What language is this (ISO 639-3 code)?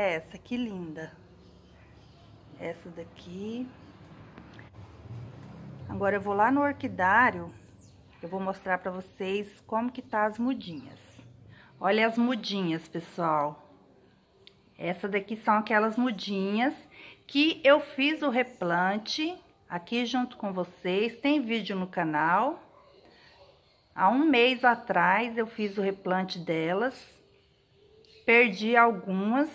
por